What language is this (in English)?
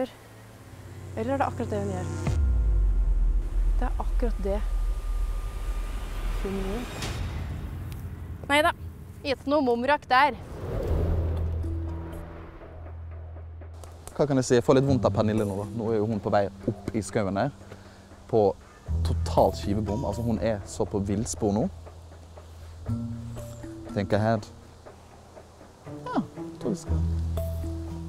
Norwegian